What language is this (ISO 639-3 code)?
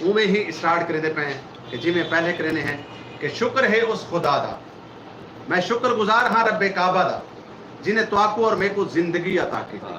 skr